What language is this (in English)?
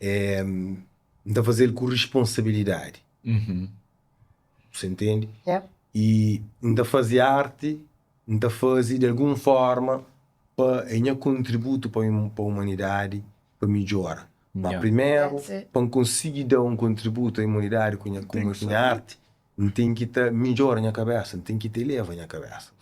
Kabuverdianu